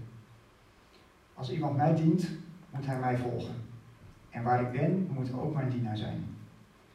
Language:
Dutch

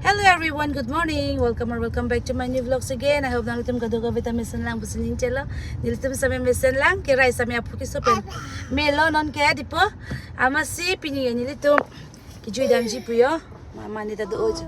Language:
Karbi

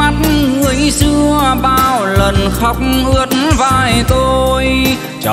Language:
Vietnamese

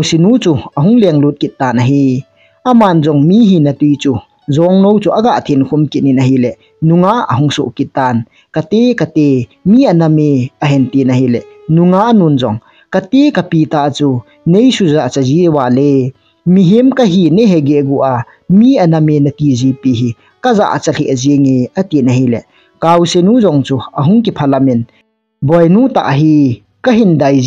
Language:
Thado Chin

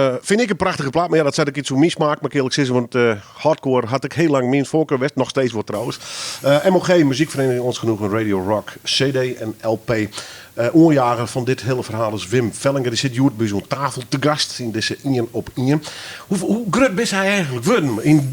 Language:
Western Frisian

